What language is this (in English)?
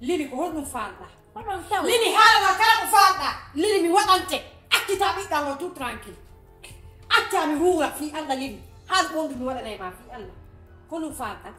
Fula